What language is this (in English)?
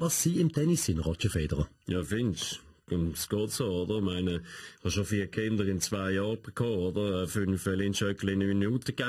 Swiss German